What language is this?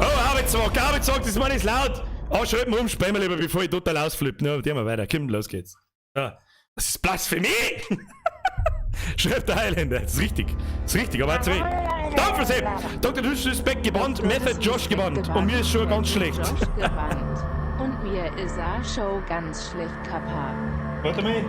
Bavarian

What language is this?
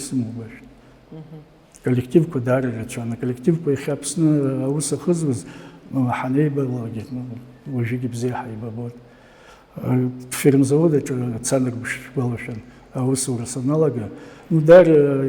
Abkhazian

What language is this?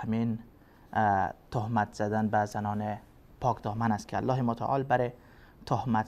Persian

